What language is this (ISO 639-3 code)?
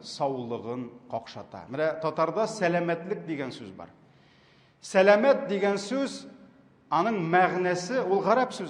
tat